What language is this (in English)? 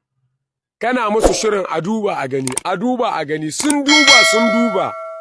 Hausa